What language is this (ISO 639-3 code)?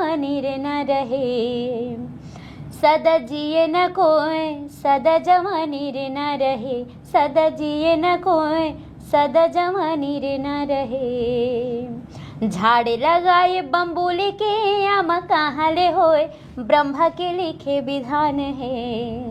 hne